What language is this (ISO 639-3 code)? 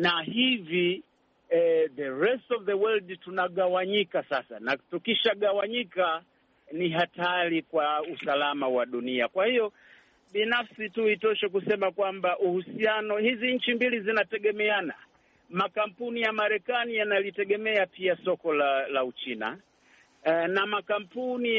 swa